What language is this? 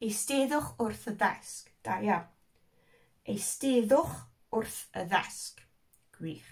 Welsh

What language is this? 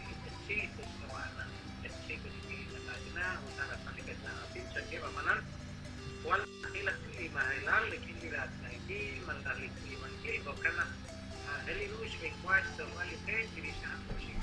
Kekchí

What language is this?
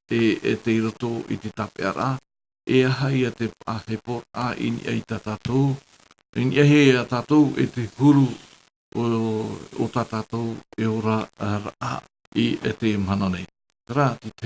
Tahitian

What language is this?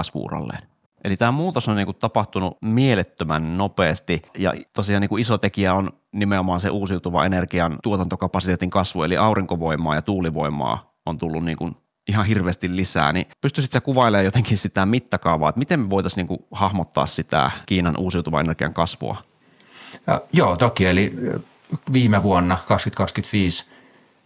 Finnish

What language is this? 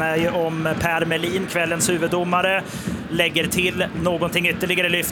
Swedish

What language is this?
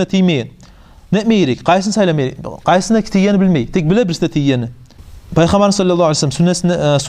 Kumyk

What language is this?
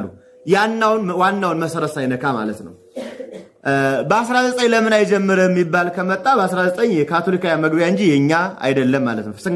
Amharic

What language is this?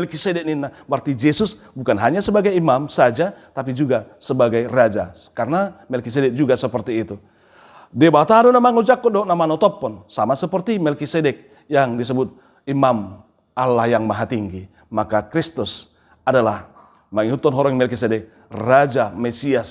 Batak Toba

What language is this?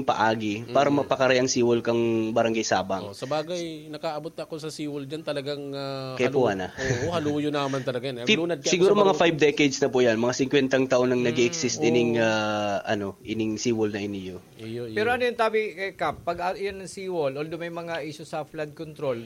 Bikol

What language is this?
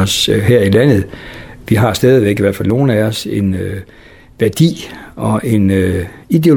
Danish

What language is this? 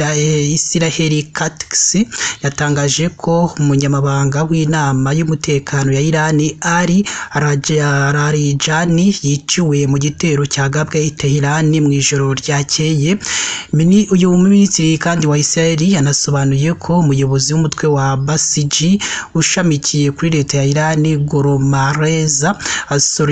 Kinyarwanda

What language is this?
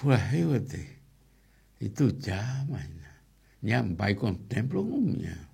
Guarani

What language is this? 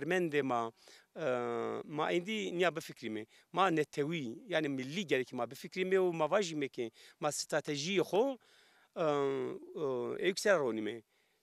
Zaza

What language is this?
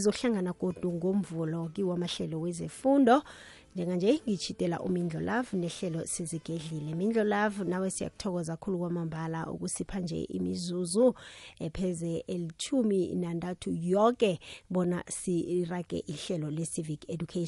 South Ndebele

